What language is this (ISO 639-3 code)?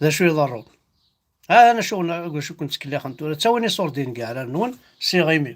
kab